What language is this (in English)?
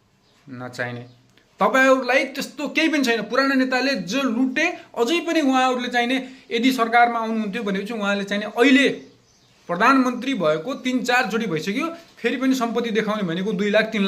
Nepali